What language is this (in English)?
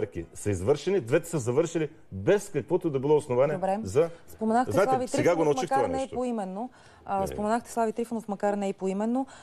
Bulgarian